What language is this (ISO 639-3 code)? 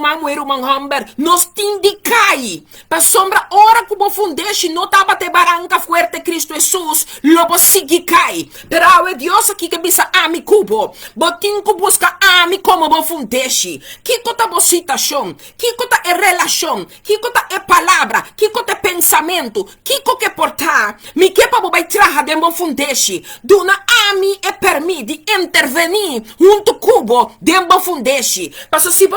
pap